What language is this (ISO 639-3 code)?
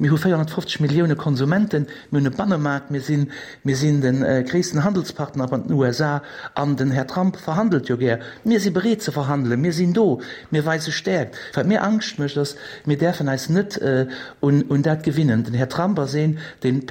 ltz